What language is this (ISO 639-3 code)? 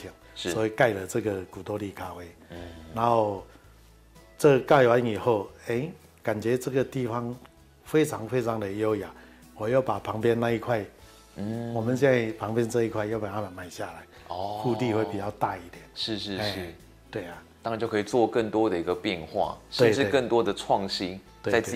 zho